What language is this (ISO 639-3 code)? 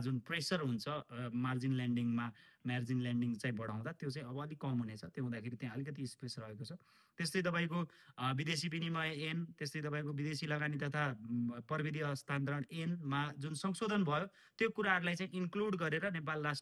nep